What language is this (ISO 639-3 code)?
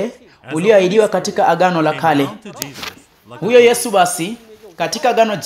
swa